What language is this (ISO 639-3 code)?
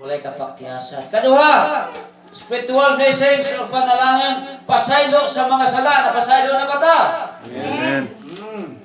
ceb